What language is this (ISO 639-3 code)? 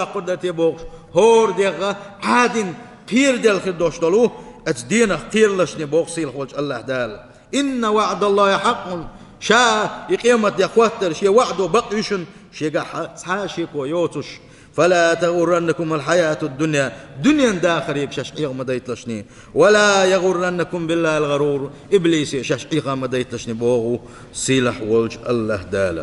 che